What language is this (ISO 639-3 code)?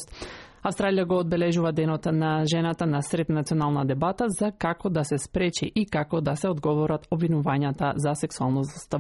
mkd